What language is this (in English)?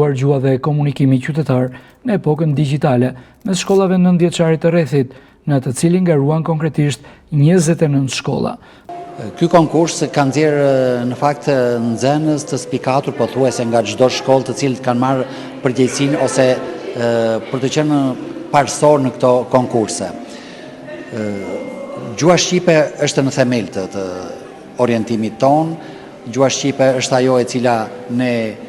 Albanian